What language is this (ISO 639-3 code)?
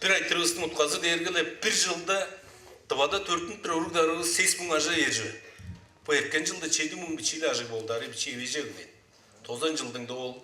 tyv